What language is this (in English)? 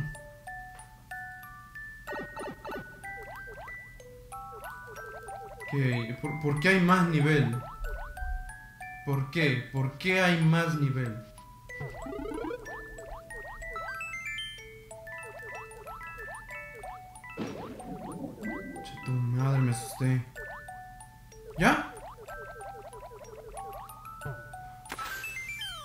Spanish